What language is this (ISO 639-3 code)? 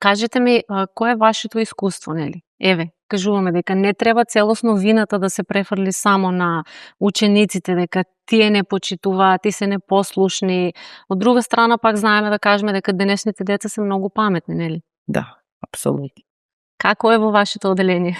mkd